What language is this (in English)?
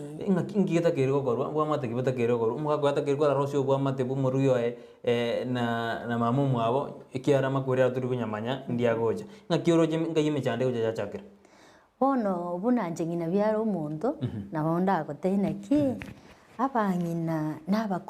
Gusii